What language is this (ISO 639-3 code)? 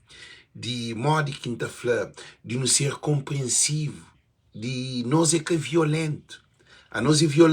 kea